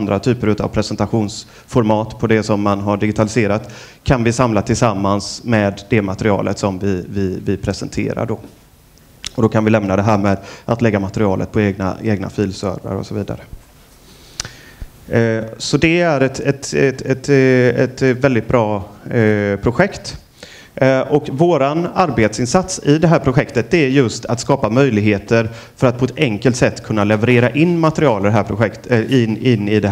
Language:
Swedish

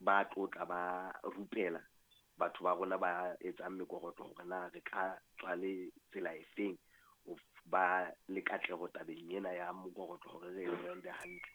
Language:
Southern Sotho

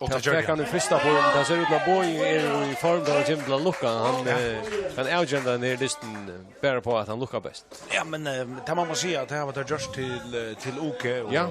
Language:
Faroese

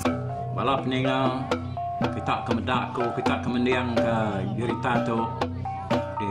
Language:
Iban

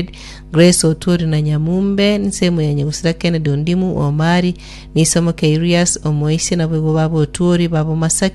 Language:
Gusii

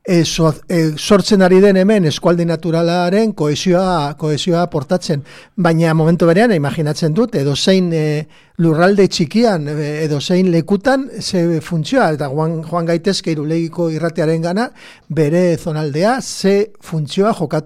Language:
Basque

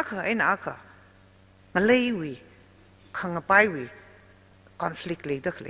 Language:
Tangkhul Naga (India)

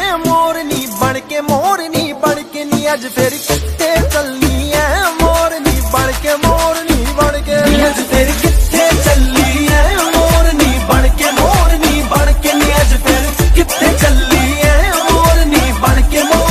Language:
Punjabi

